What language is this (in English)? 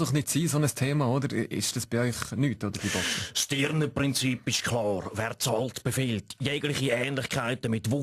Swiss German